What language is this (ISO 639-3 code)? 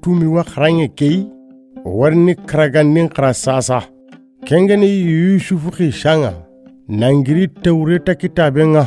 snk